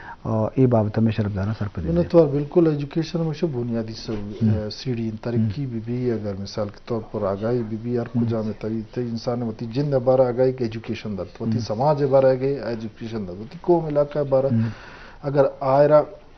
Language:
Eastern Balochi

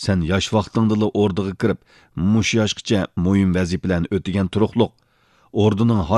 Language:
Uyghur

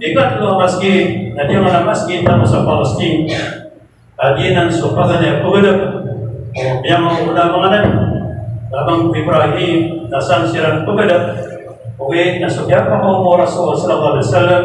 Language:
Maranao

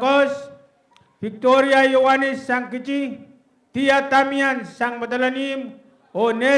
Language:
Pohnpeian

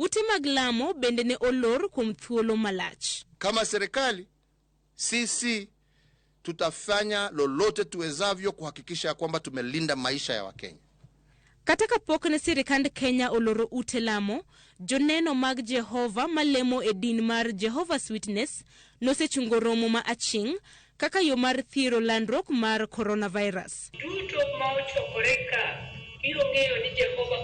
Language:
Luo (Kenya and Tanzania)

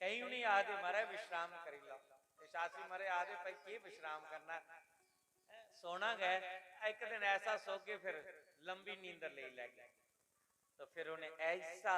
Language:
Dogri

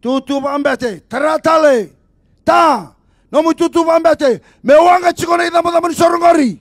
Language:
Fijian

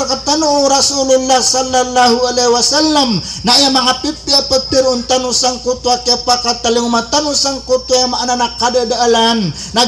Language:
Maranao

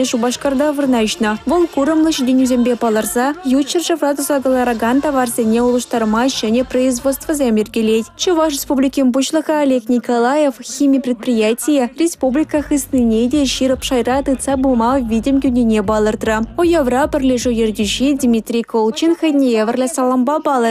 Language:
Chuvash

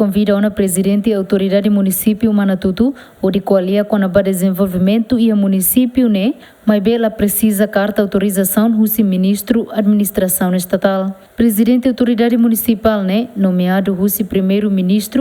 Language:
Tetum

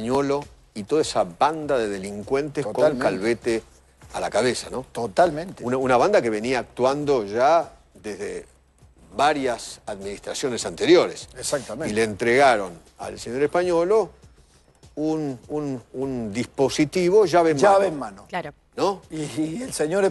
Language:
Spanish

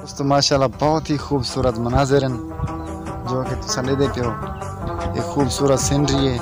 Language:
Saraiki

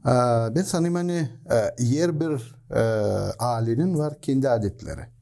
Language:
Gagauz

